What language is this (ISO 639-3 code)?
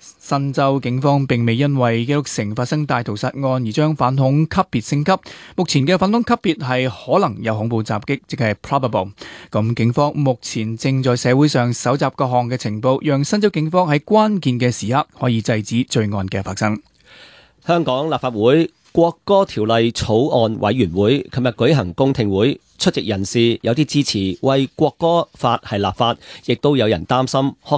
yue